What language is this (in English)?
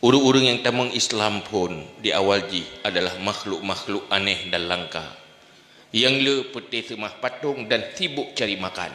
Achinese